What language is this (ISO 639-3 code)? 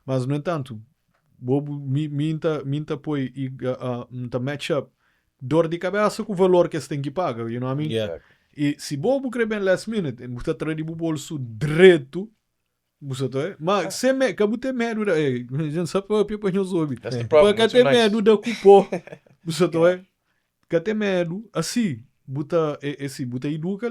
kea